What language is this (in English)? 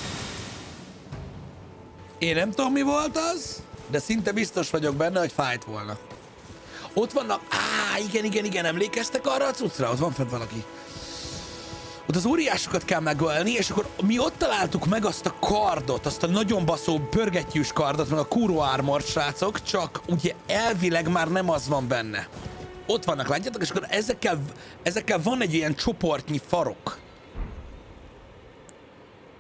Hungarian